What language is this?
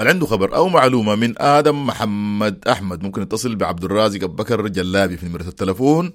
Sudanese Arabic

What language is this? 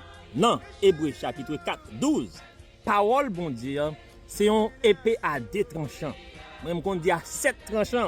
Haitian Creole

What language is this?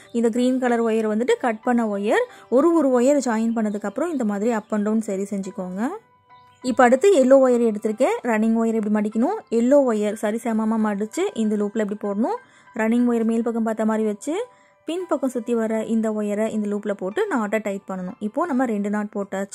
Tamil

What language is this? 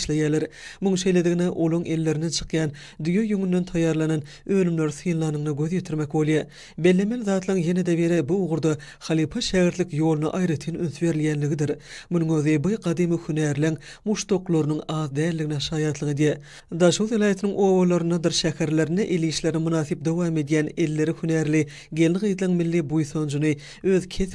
Turkmen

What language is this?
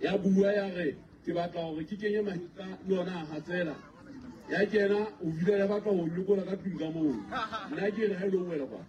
Southern Sotho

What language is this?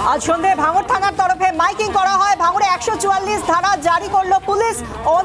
Bangla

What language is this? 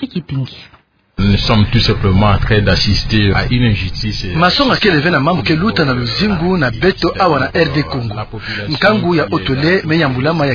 Kituba (Democratic Republic of Congo)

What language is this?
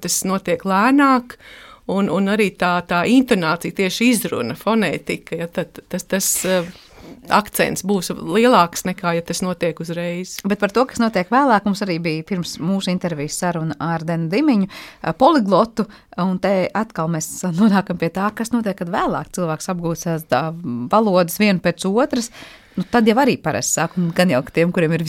Latvian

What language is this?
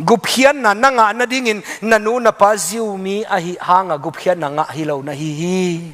Tedim Chin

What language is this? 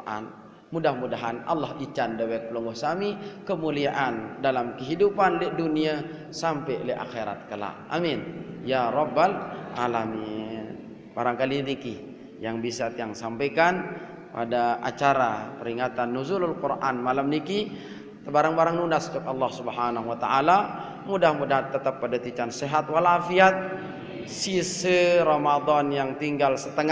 Sasak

